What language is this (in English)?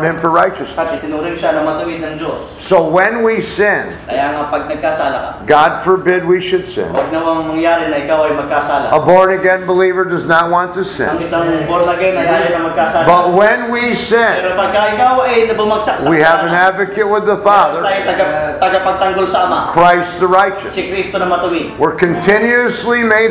Filipino